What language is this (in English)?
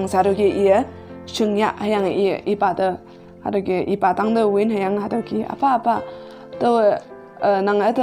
Konyak Naga